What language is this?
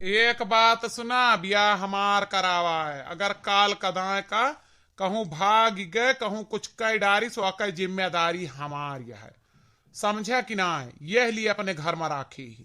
Awadhi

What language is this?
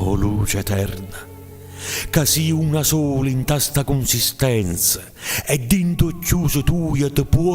Neapolitan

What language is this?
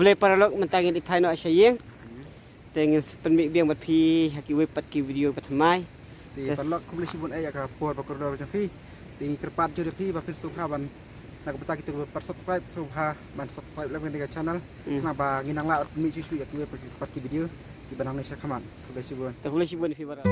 Khasi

